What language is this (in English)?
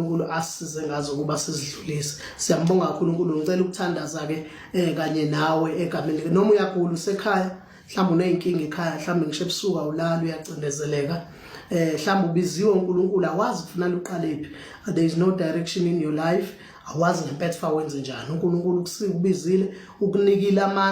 Zulu